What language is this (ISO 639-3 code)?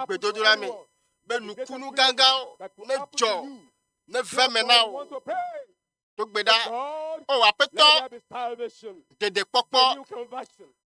ewe